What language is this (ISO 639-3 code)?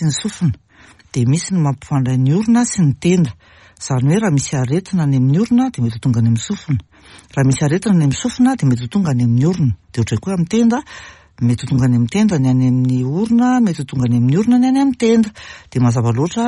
mlg